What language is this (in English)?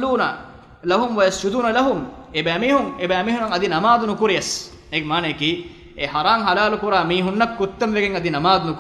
Divehi